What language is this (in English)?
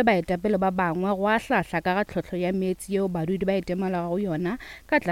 Northern Sotho